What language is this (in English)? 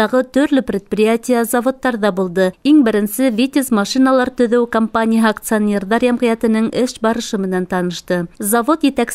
Bashkir